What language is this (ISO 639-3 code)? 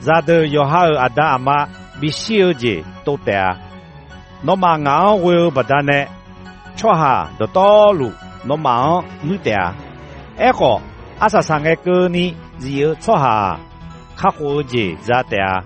ahk